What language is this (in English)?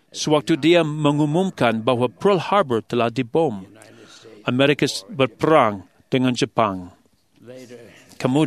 Malay